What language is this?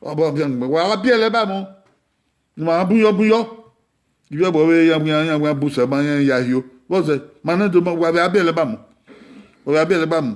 Bini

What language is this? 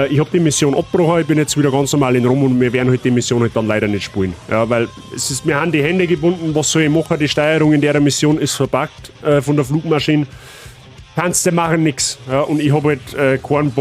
Bavarian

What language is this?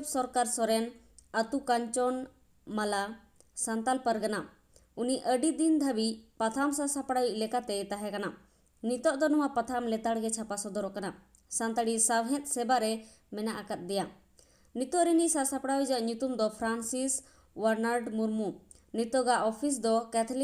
Santali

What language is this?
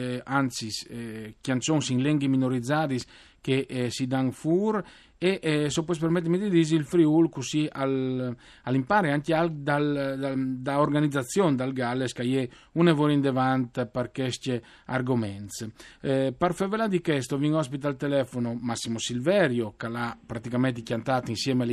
Friulian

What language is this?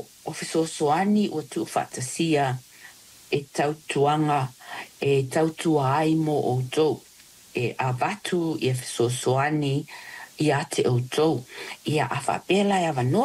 Samoan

